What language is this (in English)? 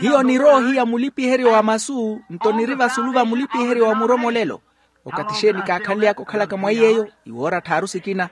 Makhuwa